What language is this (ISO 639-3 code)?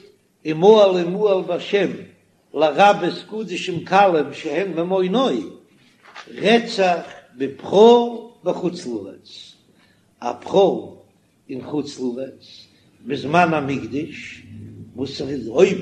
yid